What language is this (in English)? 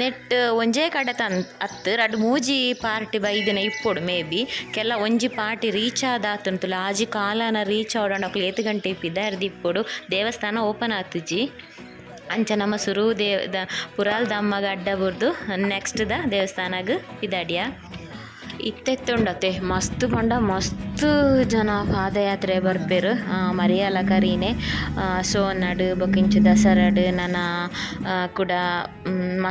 Tulu